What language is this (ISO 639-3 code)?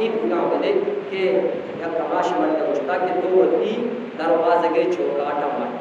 bgp